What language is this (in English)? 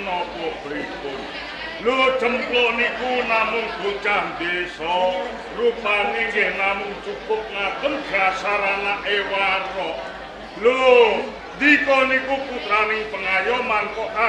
Javanese